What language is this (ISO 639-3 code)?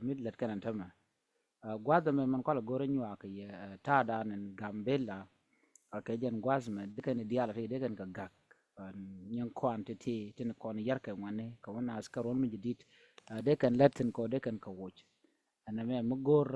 nus